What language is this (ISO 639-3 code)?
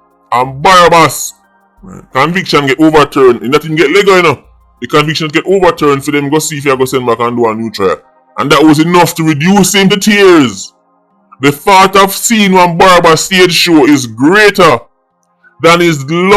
jam